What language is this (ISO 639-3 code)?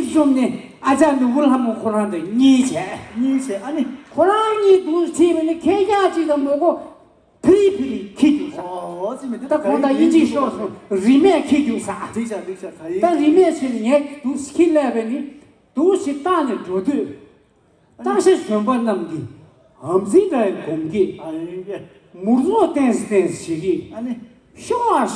bod